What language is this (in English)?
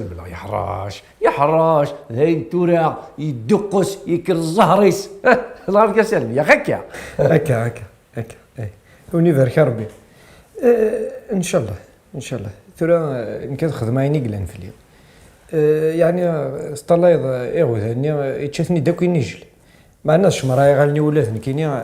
Kabyle